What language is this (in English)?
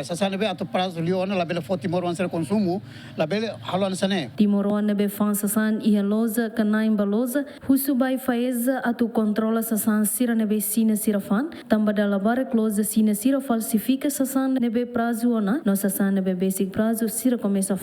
Tetum